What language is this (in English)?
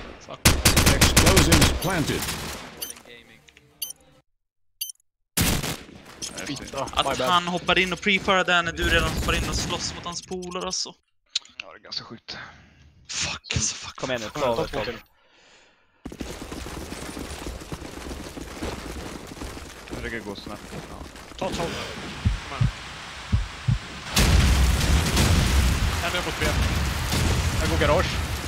Swedish